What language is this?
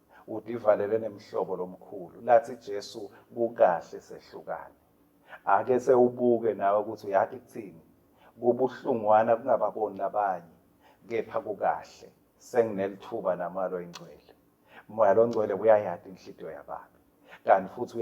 Swati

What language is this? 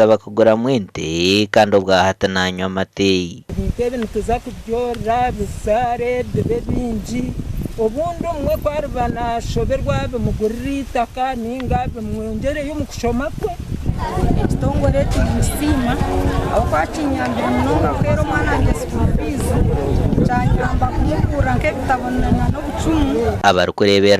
Nyankole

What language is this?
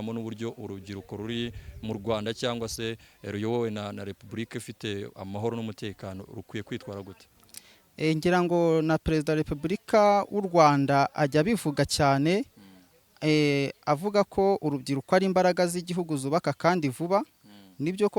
Kinyarwanda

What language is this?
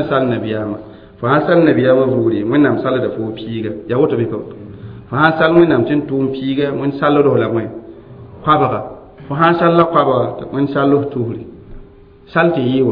Mossi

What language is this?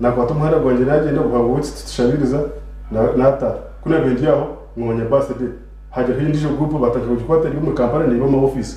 Nyankole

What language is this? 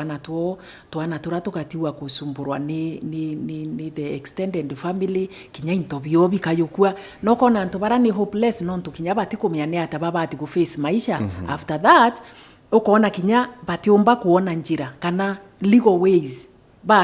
Meru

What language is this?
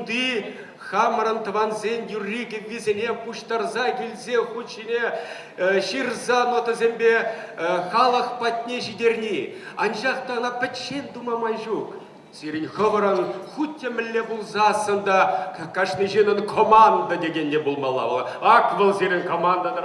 Chuvash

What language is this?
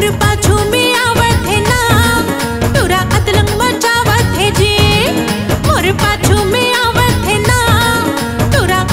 Chhattisgarhi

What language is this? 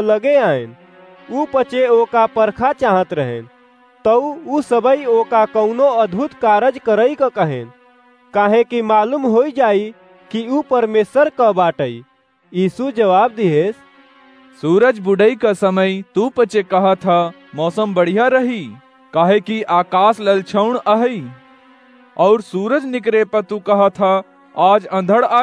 Awadhi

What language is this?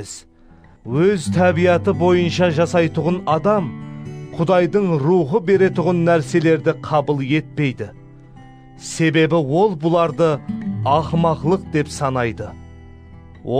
Kara-Kalpak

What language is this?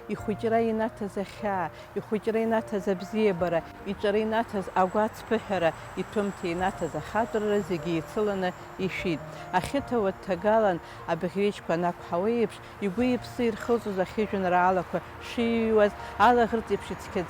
Abkhazian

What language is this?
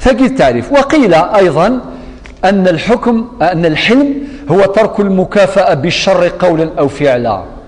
Kabyle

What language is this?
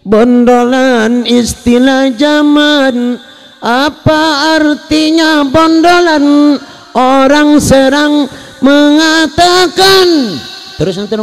Sundanese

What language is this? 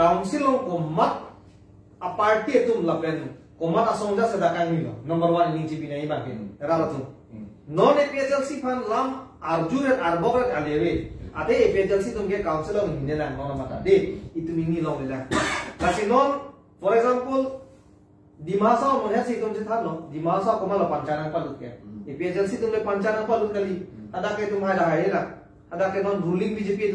Karbi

